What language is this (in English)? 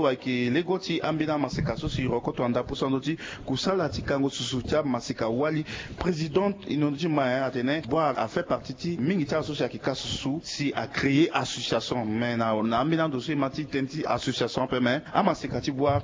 Sango